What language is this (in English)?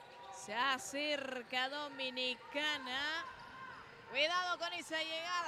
Spanish